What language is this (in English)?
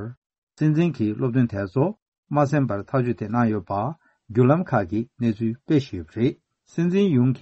Tibetan